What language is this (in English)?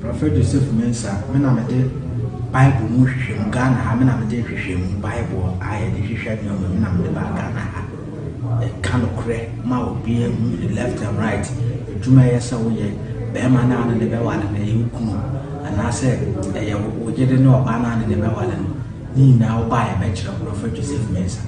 Akan